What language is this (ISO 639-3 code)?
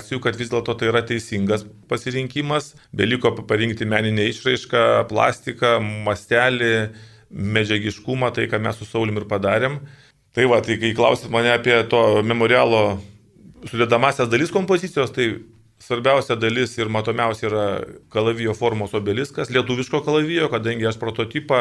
lit